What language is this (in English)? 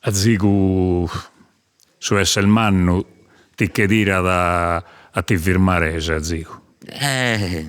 Sardinian